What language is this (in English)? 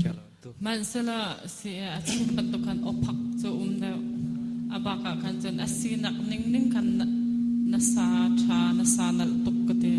Hakha Chin